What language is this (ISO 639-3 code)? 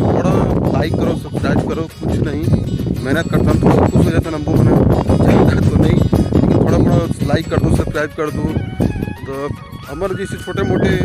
hne